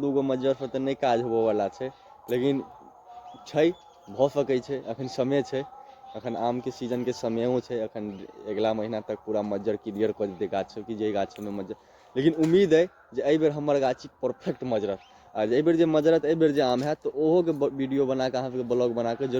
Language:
Maithili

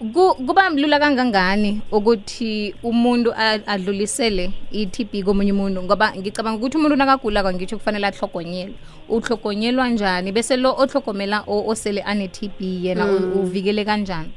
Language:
South Ndebele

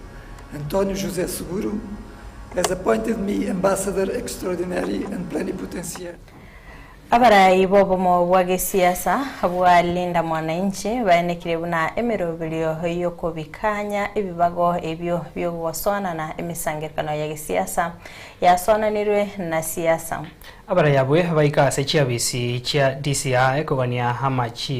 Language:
Gusii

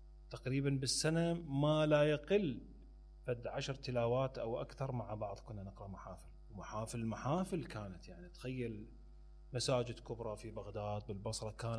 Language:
Mesopotamian Arabic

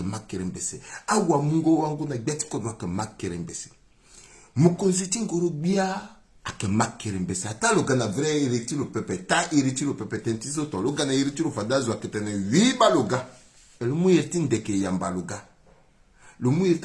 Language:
Sango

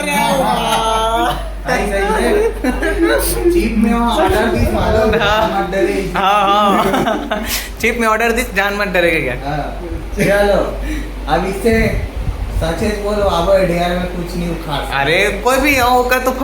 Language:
Chhattisgarhi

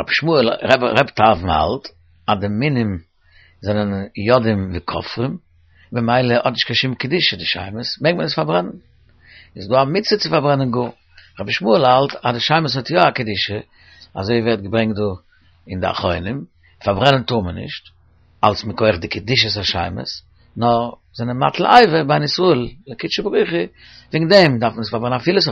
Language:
Yiddish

